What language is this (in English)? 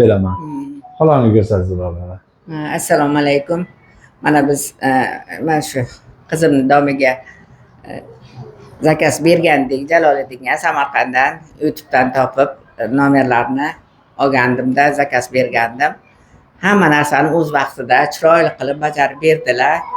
Uzbek